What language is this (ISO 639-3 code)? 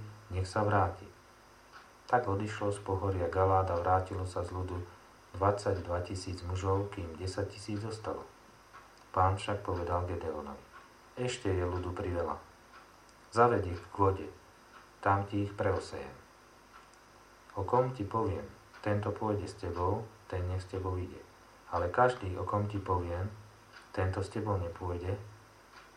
slk